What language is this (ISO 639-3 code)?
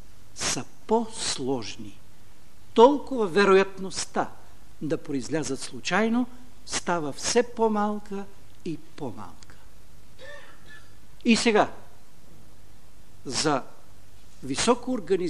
bul